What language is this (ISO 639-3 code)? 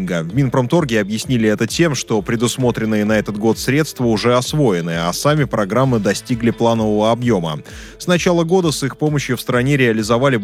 rus